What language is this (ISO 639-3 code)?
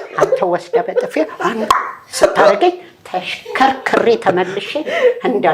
amh